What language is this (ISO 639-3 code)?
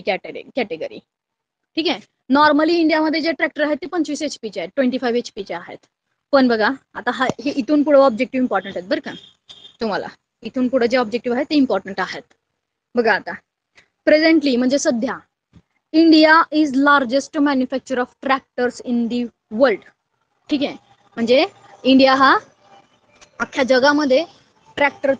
mar